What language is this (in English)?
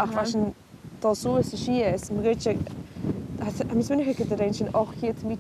Scottish Gaelic